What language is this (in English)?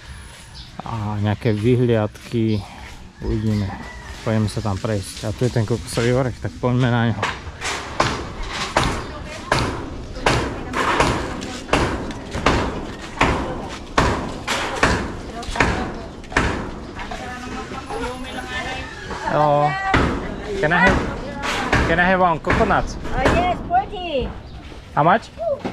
Slovak